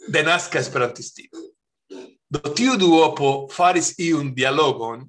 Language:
Esperanto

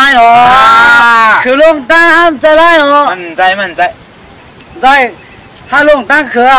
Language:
Shan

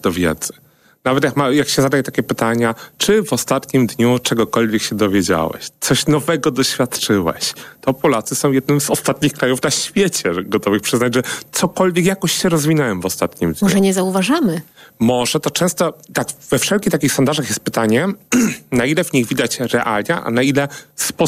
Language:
Polish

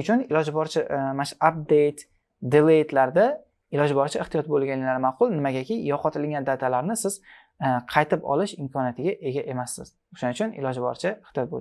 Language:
Uzbek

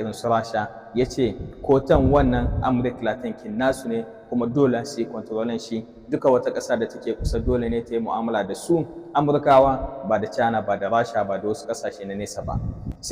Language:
Hausa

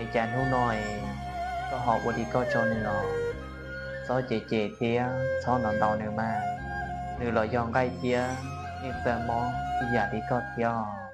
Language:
Hmong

